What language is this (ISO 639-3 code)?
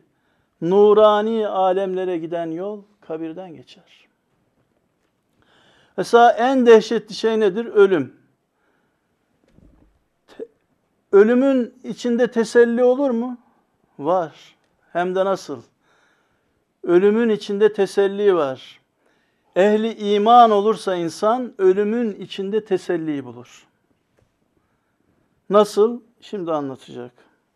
tur